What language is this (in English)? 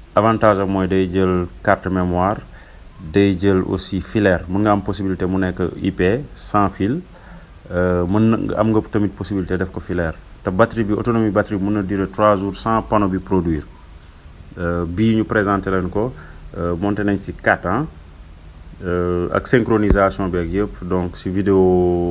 Wolof